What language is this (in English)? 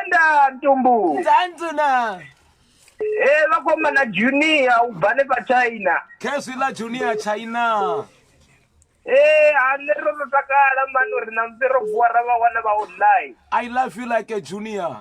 Venda